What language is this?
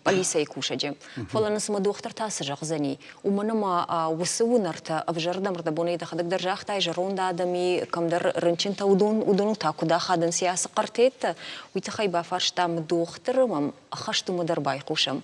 Ossetic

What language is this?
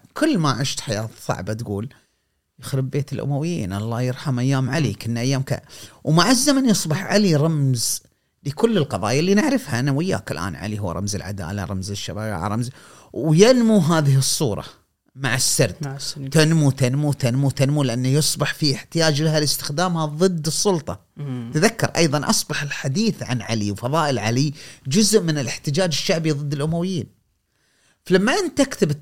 Gulf Arabic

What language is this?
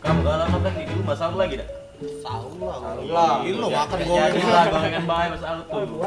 Musi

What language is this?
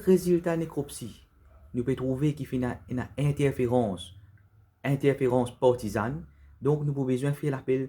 Morisyen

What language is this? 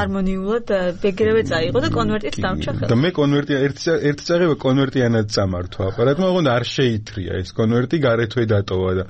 Georgian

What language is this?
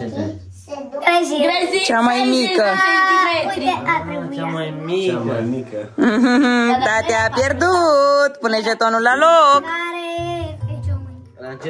Romanian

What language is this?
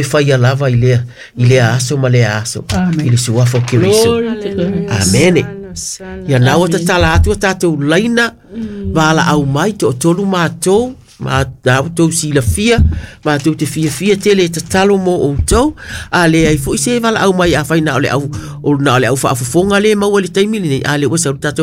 Samoan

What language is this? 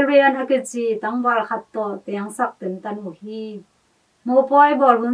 Tedim Chin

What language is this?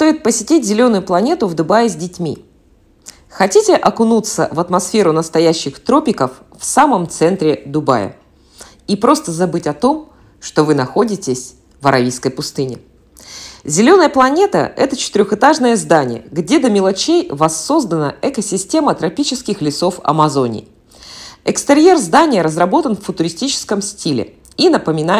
Russian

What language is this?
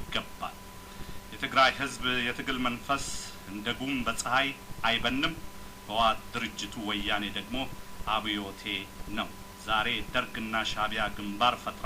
Amharic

